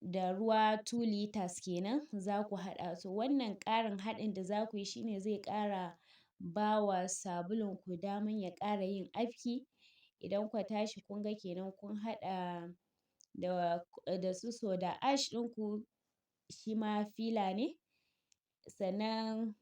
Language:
Hausa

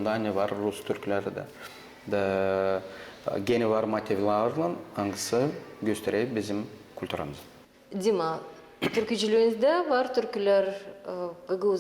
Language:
Gagauz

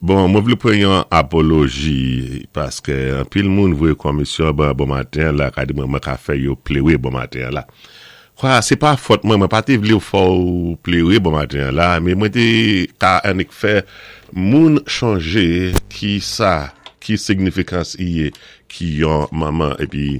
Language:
Saint Lucian Creole French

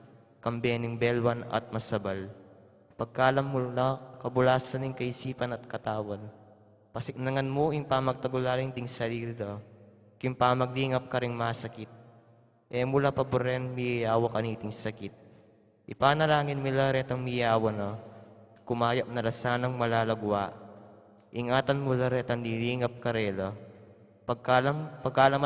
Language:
Pampanga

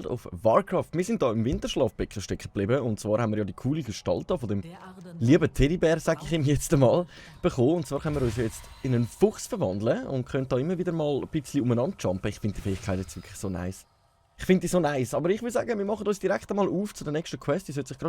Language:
Swiss German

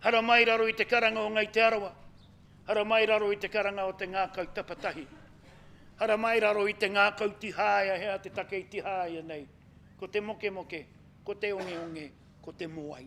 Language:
Māori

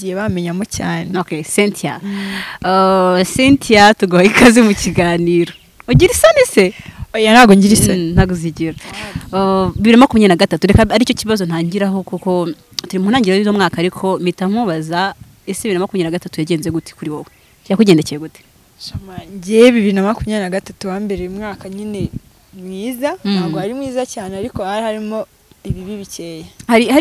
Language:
Kinyarwanda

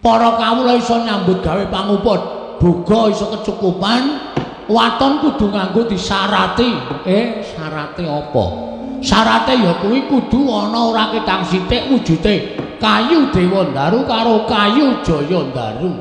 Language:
Javanese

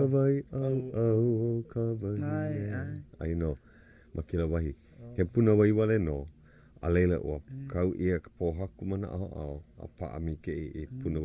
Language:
Hawaiian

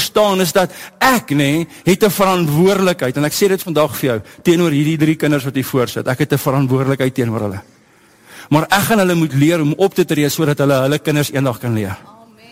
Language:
Afrikaans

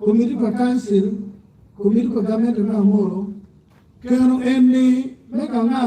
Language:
Acoli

